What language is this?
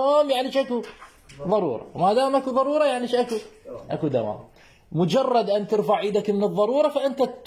Mesopotamian Arabic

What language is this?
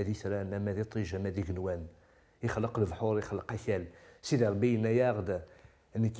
Kabyle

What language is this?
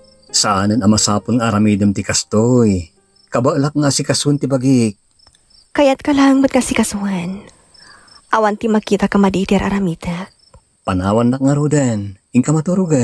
Iloko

